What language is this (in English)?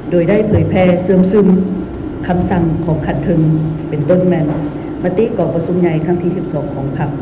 Lao